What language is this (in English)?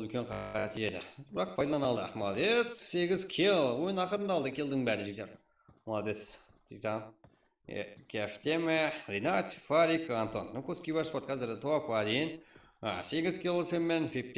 Kara-Kalpak